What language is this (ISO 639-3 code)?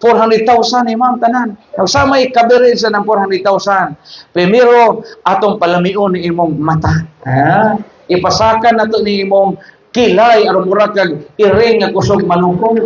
ceb